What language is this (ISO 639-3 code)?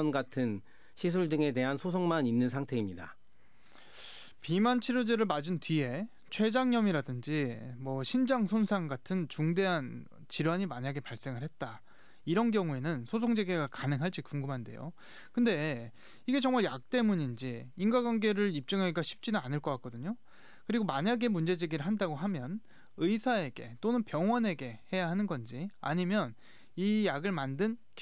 kor